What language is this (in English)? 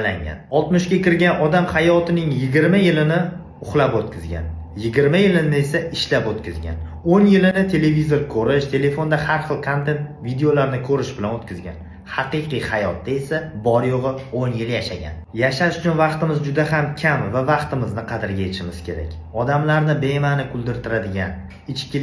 Uzbek